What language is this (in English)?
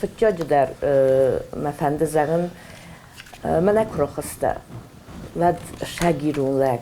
Ossetic